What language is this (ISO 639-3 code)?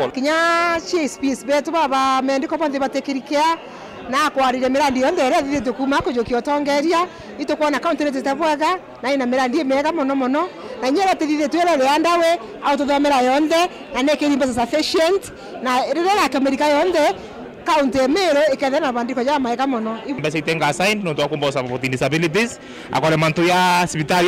mer